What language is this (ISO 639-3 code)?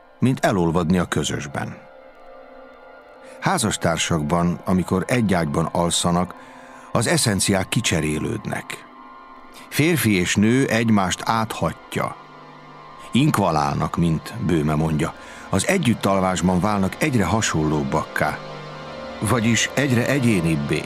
hun